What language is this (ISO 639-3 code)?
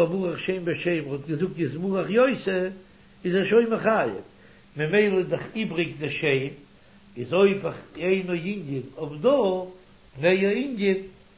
yid